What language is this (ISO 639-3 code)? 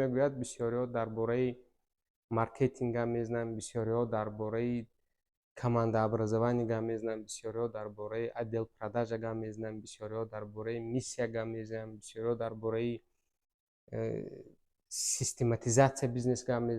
tgk